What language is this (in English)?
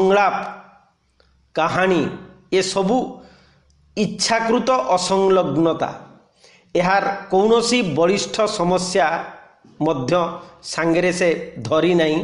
Odia